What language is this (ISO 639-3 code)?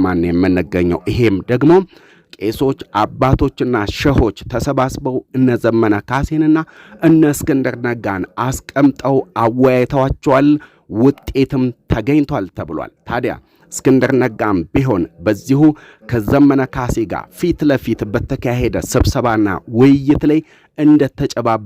amh